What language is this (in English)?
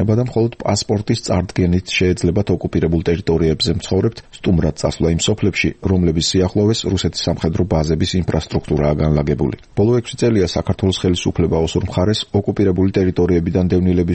Georgian